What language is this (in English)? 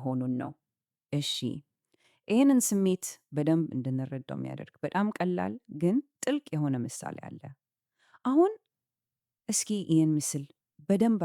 Amharic